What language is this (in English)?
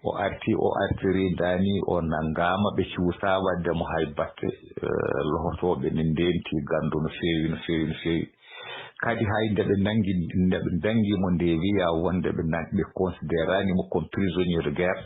Fula